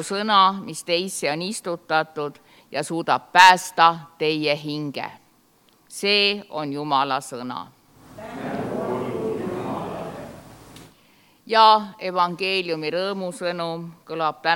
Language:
Estonian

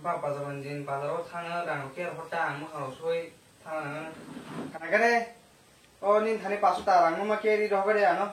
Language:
Kok Borok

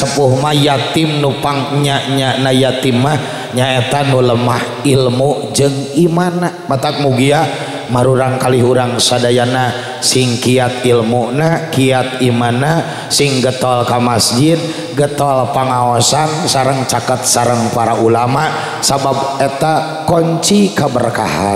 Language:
Sundanese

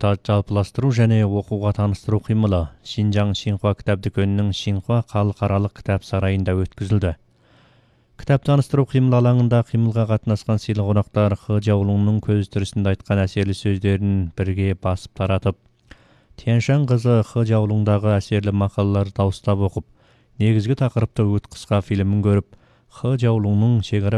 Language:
Kazakh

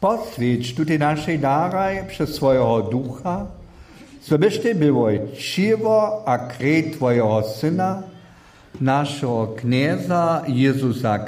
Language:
Upper Sorbian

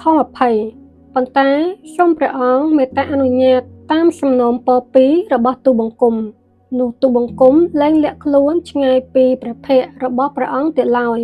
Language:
Khmer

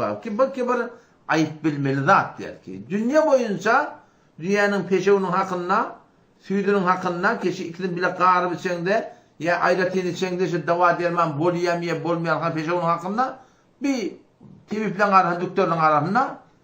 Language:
Turkmen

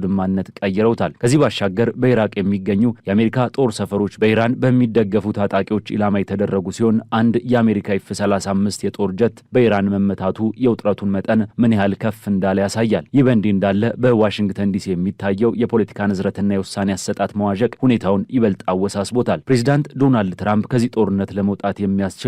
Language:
Amharic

